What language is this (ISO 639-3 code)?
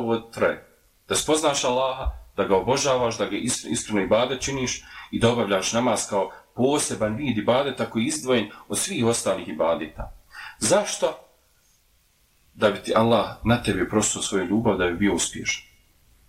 bos